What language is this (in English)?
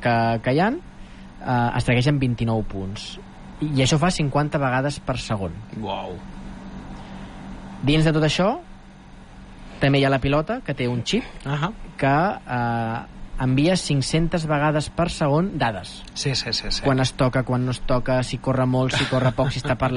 Catalan